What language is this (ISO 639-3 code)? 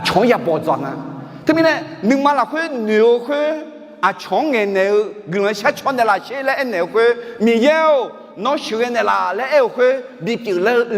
ahk